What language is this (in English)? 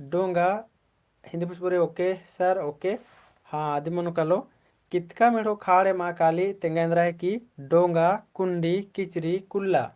Kurukh